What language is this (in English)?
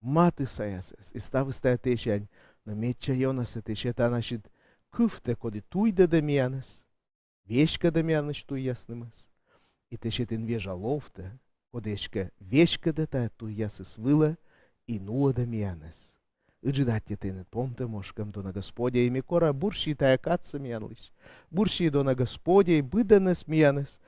Komi